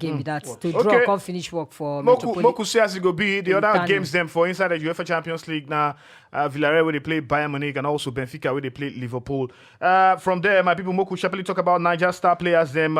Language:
Nigerian Pidgin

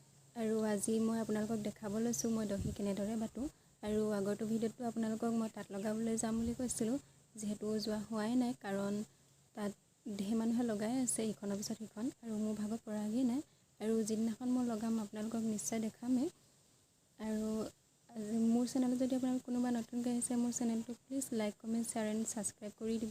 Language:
Assamese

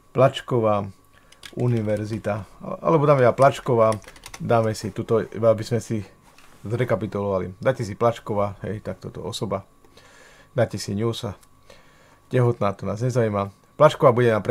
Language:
Slovak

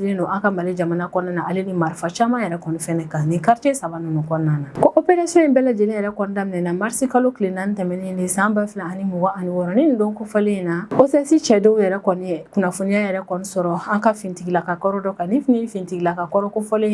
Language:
Bambara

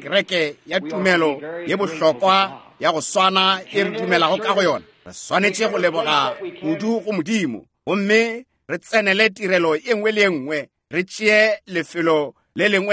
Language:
Northern Sotho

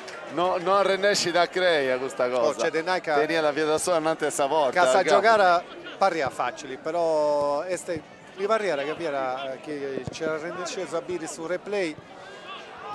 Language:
Sardinian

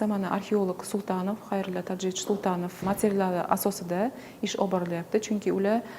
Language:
Uzbek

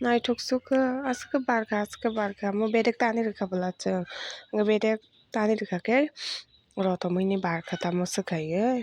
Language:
Kok Borok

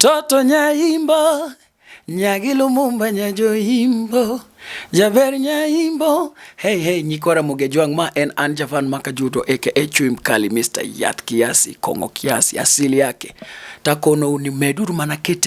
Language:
Luo (Kenya and Tanzania)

